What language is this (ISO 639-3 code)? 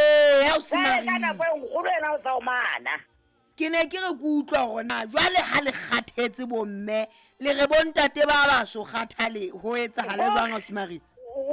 sot